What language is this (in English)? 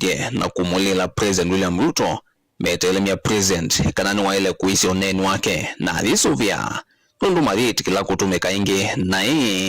Kamba